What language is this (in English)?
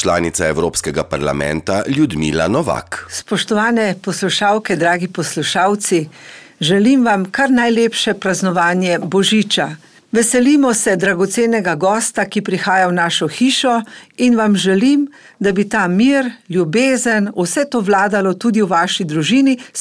Slovenian